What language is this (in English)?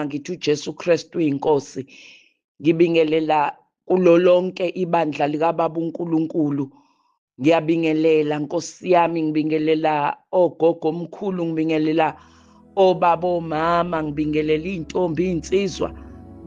Zulu